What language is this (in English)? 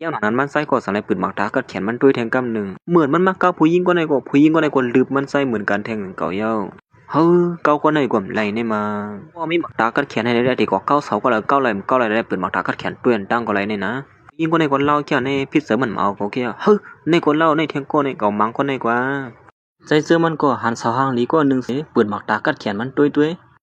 Shan